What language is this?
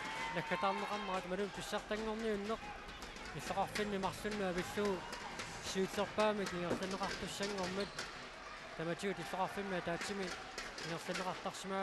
Kalaallisut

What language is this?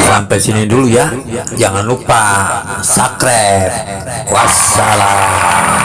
Betawi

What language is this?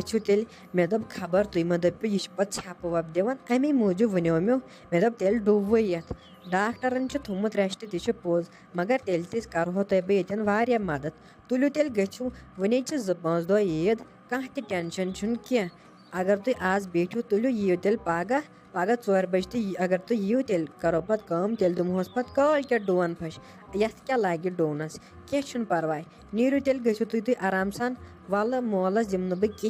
Kashmiri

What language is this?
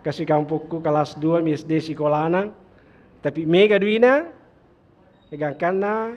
Buginese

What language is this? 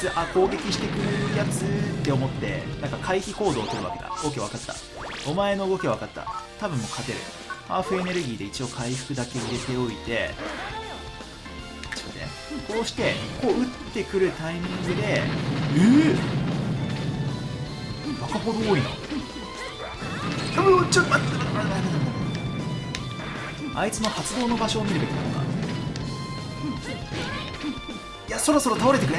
Japanese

